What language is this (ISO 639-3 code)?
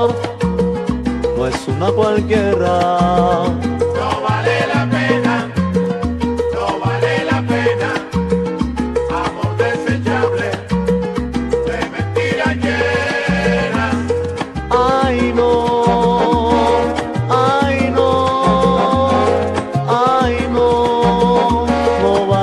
spa